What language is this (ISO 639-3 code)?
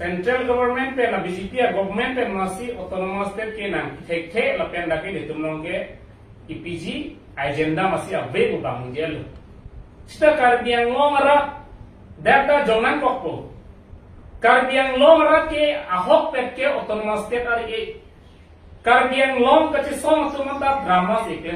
mjw